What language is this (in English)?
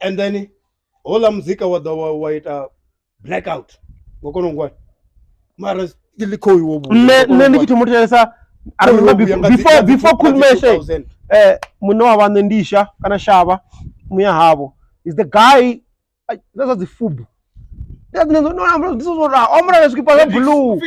Venda